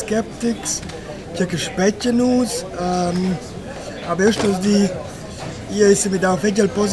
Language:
Romansh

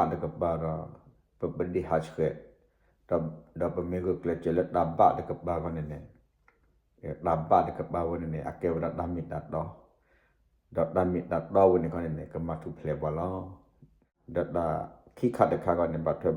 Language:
S'gaw Karen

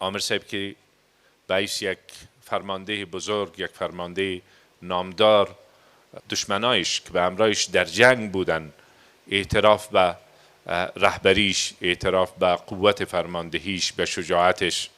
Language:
Persian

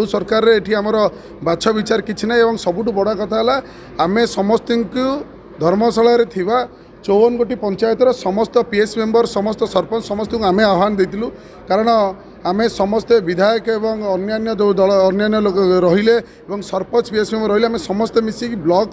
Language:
Odia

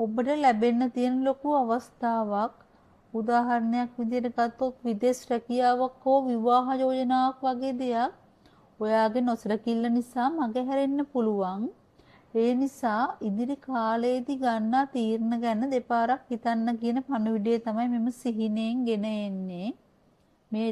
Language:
Sinhala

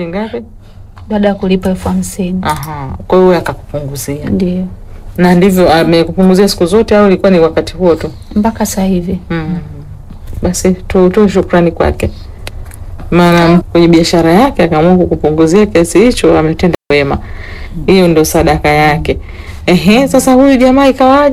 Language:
Swahili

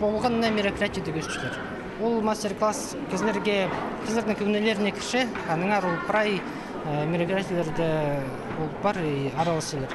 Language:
Khakas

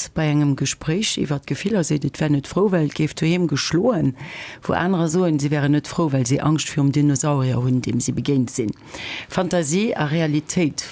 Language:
Luxembourgish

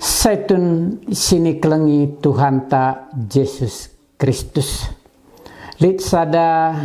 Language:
Batak Karo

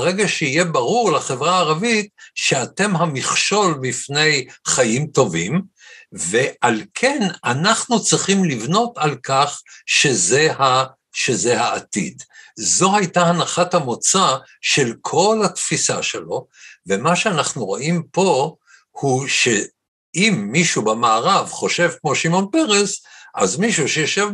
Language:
Hebrew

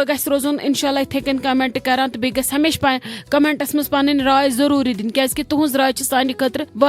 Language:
Kashmiri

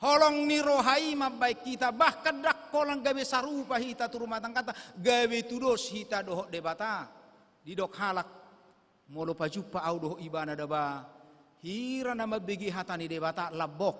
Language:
Batak Toba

